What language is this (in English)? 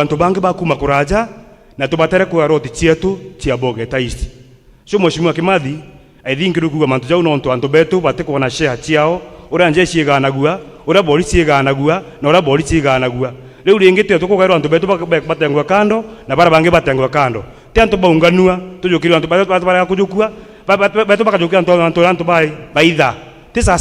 Meru